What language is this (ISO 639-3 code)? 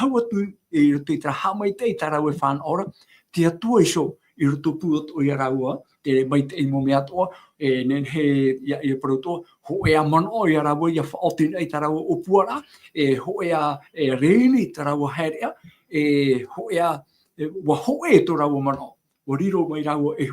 tah